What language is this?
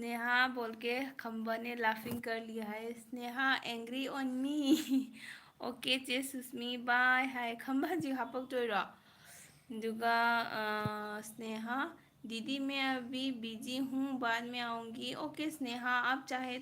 Manipuri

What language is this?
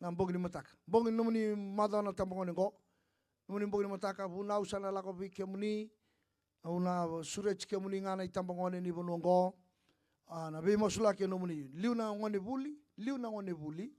Fijian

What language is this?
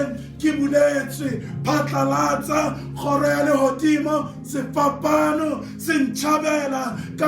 Southern Sotho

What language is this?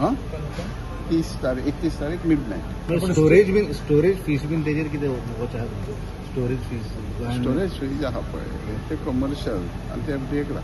Konkani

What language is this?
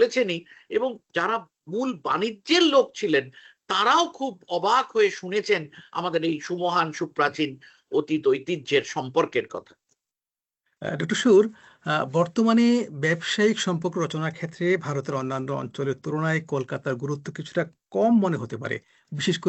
Bangla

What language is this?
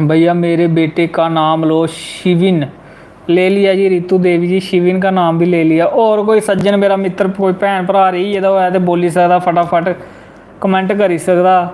Dogri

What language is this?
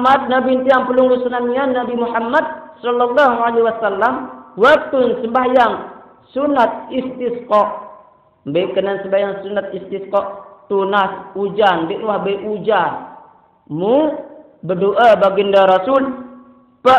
Sasak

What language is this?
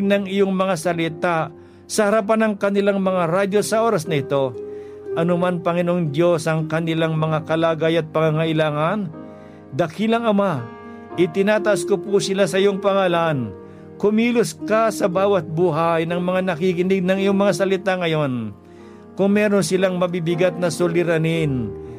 Filipino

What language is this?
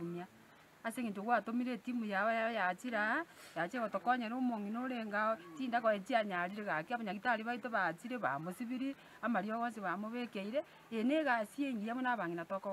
Gusii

